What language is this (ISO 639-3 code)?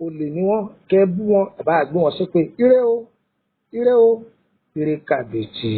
yor